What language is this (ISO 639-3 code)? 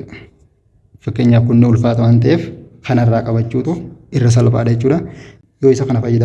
orm